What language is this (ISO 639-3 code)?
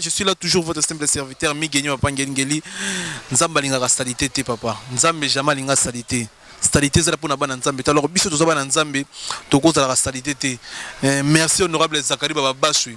lin